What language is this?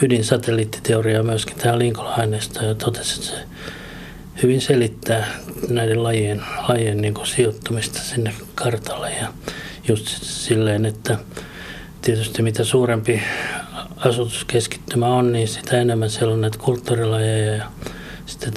Finnish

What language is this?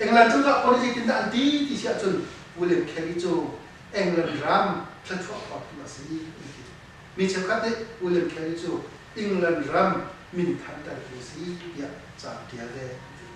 Hakha Chin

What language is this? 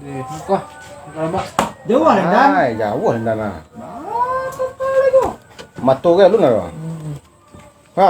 Minangkabau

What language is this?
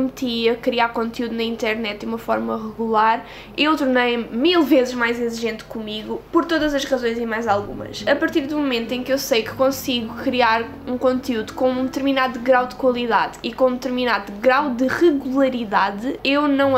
Portuguese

